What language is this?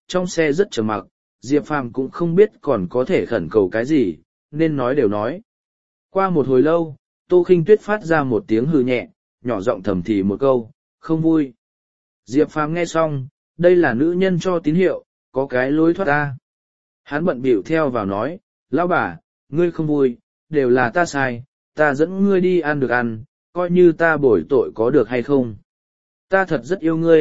Vietnamese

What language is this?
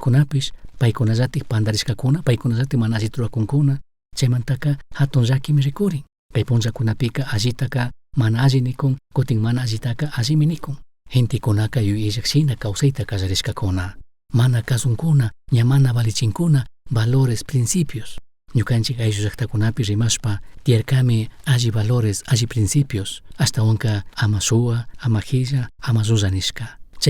Chimborazo Highland Quichua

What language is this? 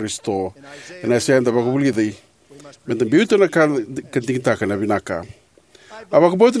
Fijian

